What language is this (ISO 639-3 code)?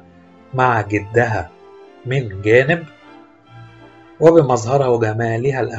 ara